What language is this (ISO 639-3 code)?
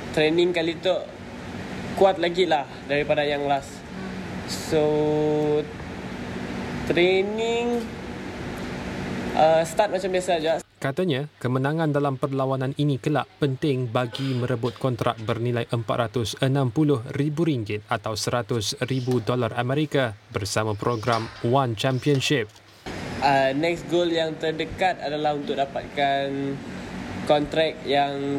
msa